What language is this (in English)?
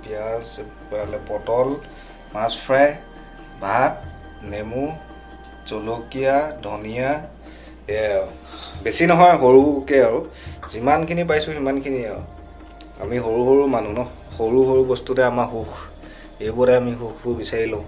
Assamese